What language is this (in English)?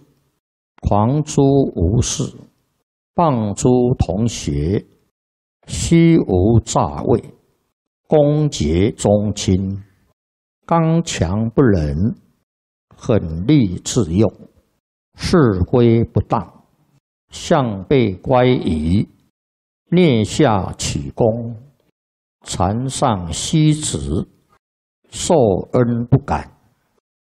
Chinese